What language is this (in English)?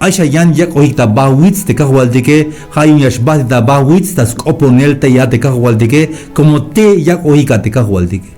Tzeltal